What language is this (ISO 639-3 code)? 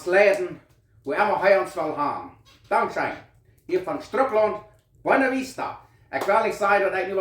pdt